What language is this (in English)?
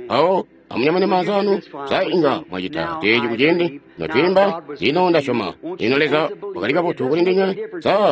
Tonga (Zambia)